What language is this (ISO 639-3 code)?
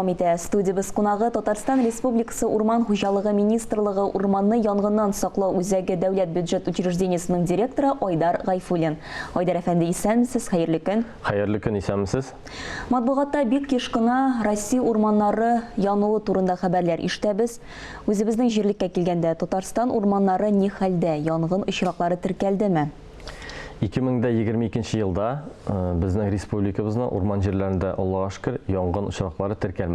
tat